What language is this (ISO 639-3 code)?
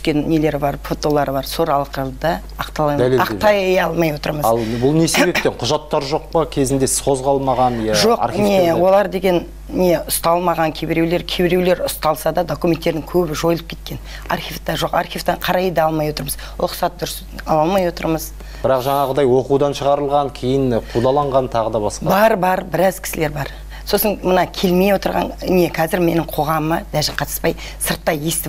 kaz